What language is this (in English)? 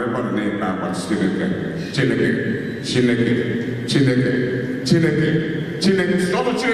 Igbo